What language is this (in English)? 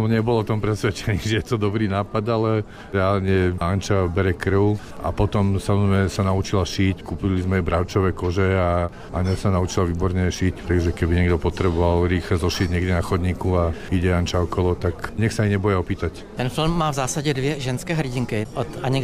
Slovak